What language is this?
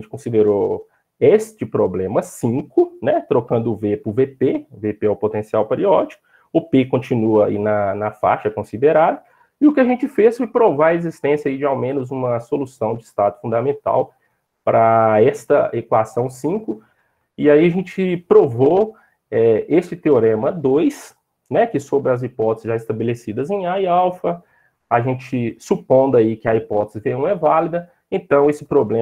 Portuguese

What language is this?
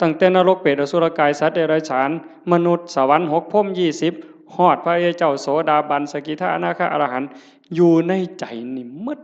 Northeastern Thai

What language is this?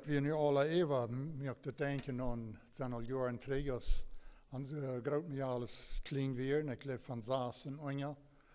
Plautdietsch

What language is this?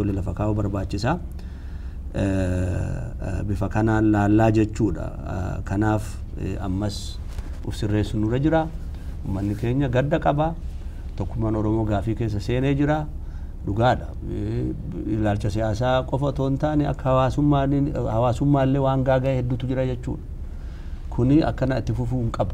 Oromo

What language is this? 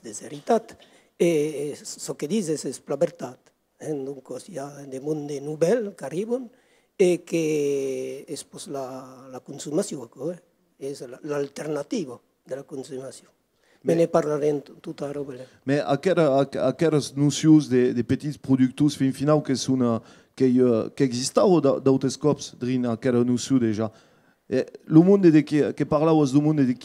Occitan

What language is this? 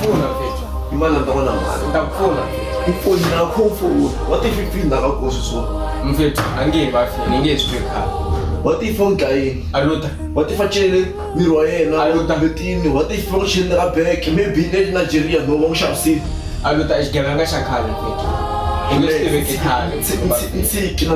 Tsonga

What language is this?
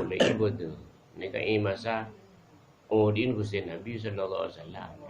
Madurese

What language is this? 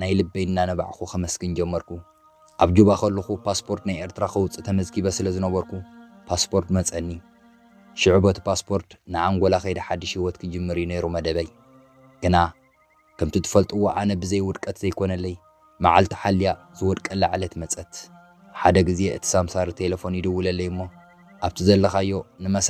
Tigrinya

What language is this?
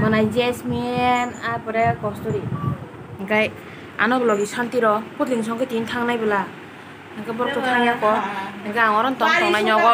Kok Borok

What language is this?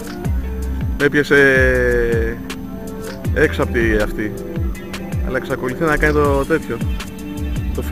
Greek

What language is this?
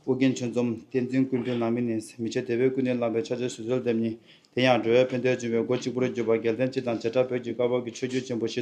Tibetan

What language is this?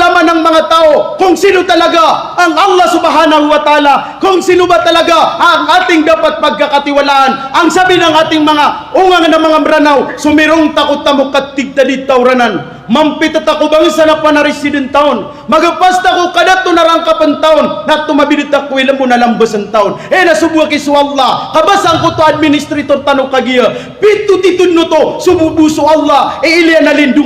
Maranao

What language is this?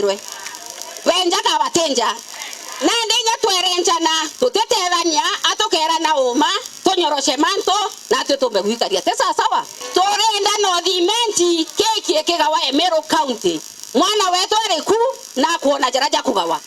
Meru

